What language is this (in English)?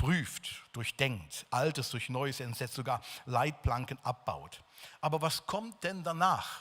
Swiss German